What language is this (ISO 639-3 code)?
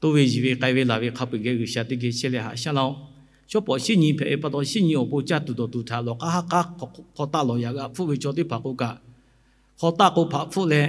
lhu